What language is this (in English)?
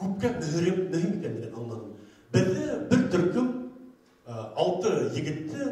Bashkir